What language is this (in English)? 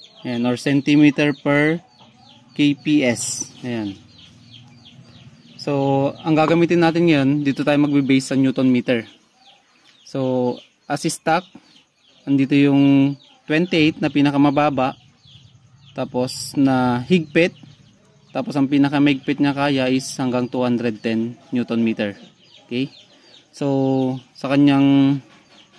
Filipino